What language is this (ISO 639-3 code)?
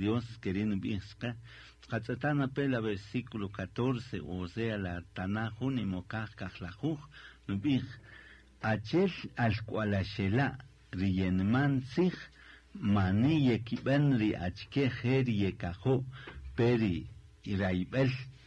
cak